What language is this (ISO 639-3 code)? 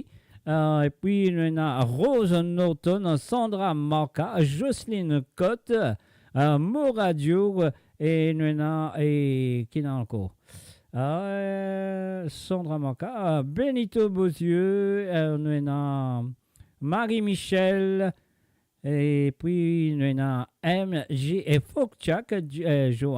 mfe